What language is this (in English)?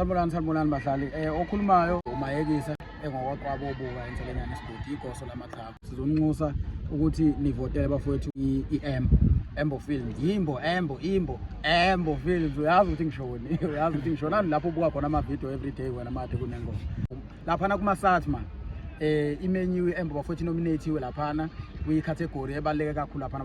Zulu